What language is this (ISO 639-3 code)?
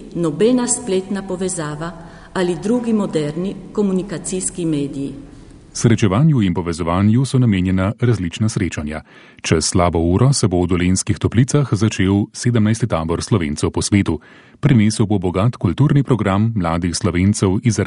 slv